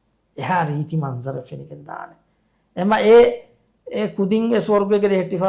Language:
Divehi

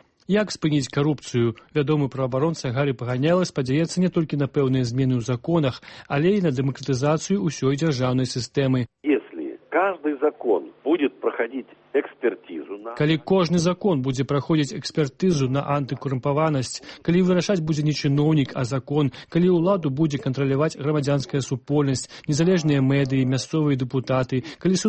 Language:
Belarusian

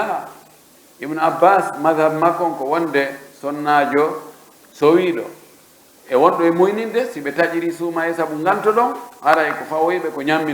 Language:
Pular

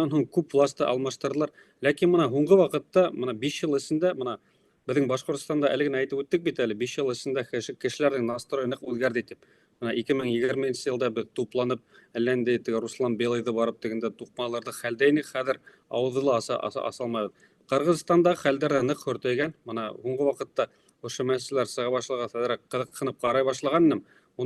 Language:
Bashkir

